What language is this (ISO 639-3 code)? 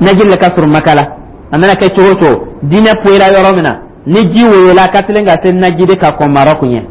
dyu